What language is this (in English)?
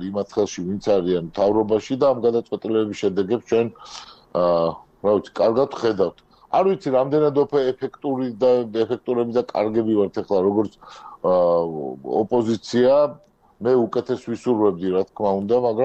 Georgian